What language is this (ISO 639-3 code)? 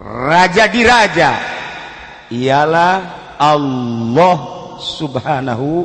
sun